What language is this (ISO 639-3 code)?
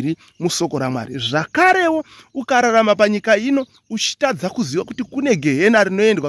sna